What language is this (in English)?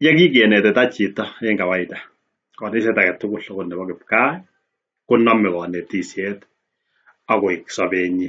Kalenjin